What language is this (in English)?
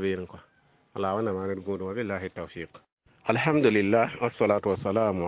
Mossi